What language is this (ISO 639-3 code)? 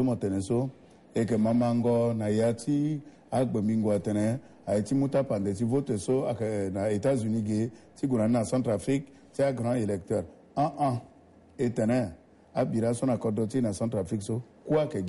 sag